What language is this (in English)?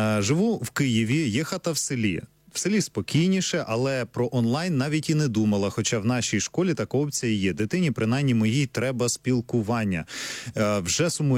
Ukrainian